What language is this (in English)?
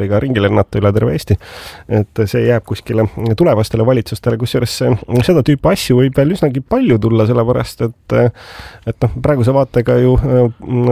Estonian